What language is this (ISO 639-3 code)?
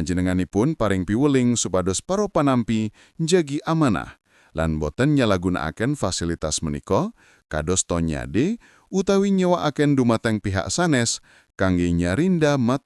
jav